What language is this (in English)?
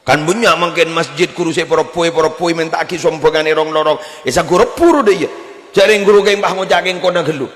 Madurese